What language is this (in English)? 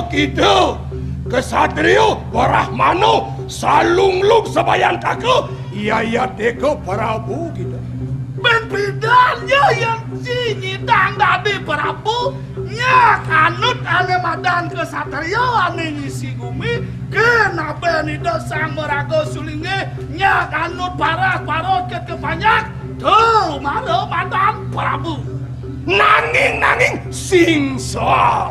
Balinese